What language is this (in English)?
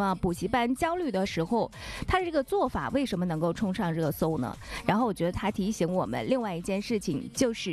Chinese